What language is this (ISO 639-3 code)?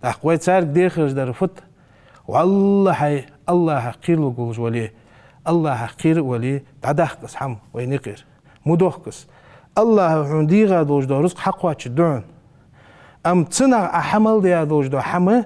inh